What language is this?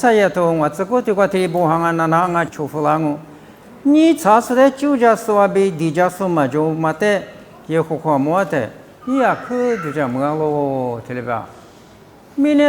Lisu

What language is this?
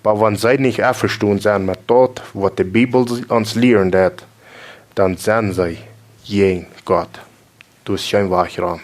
Plautdietsch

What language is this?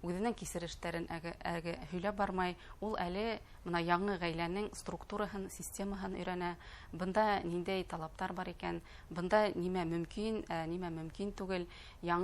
Bashkir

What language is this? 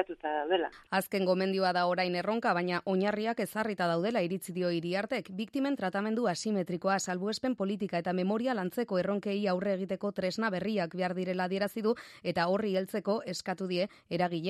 Basque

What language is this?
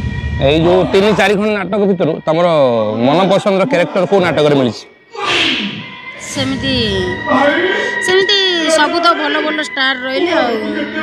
Odia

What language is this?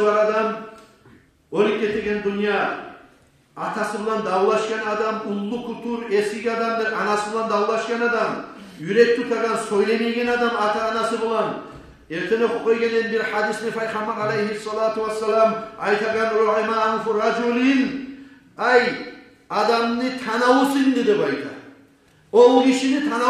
Kumyk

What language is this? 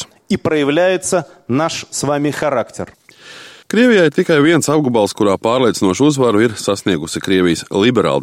Latvian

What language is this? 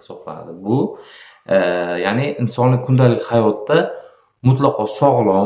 Uzbek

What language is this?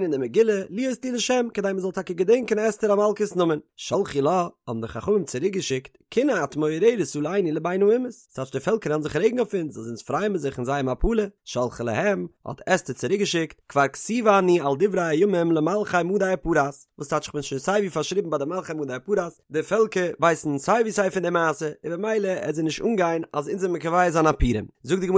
Yiddish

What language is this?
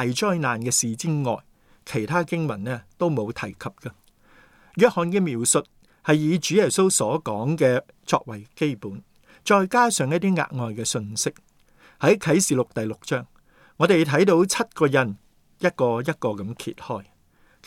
Cantonese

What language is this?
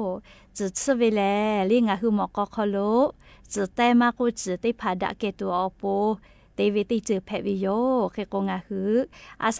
Lahu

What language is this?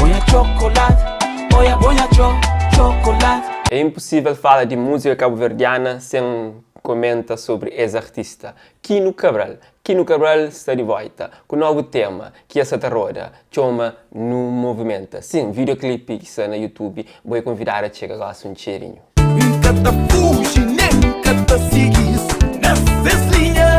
Kabuverdianu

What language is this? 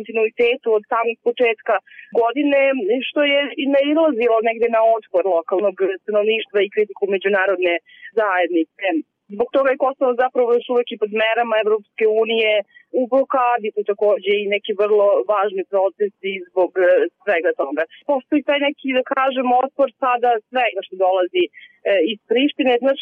Serbian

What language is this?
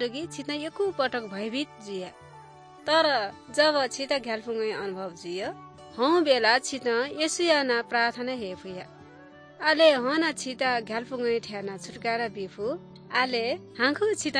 Newari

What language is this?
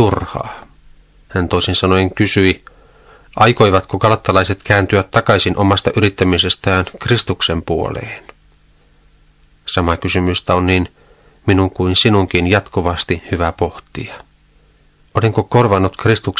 Finnish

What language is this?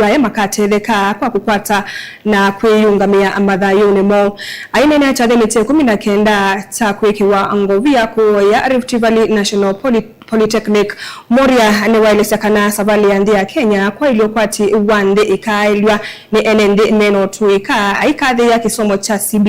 Kamba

